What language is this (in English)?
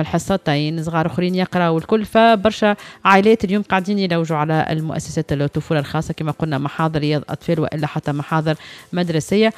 Tunisian Arabic